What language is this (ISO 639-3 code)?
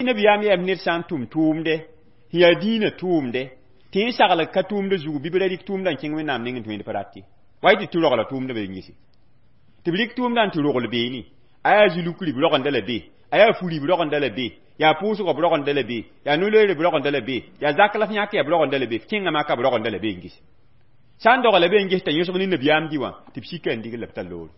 mos